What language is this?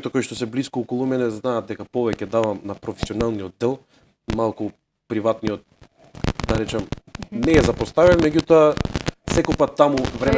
Macedonian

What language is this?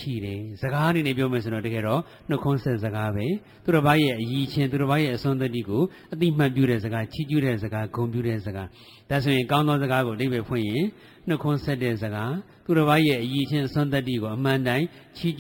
Burmese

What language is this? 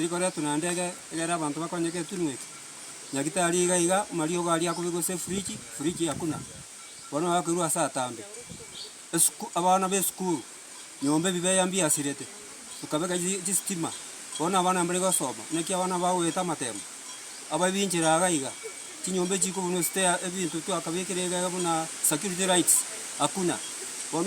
Gusii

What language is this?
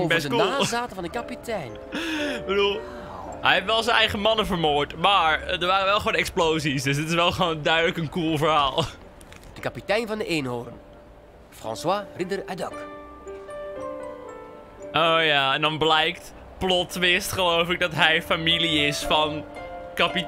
Dutch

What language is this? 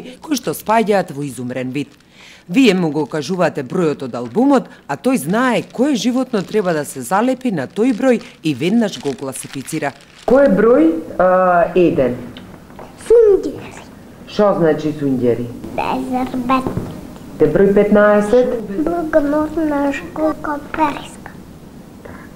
Macedonian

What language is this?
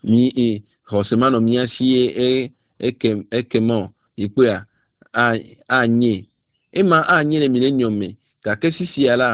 Ewe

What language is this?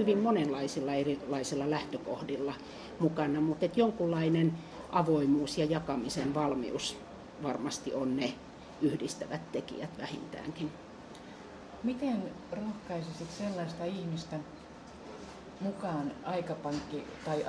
Finnish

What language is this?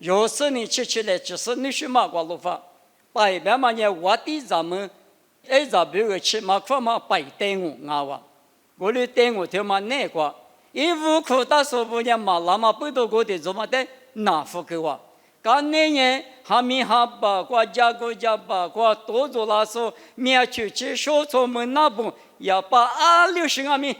Lisu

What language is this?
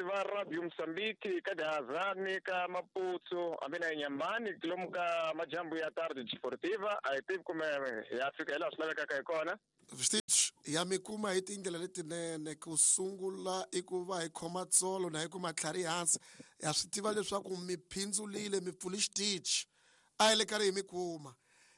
Tsonga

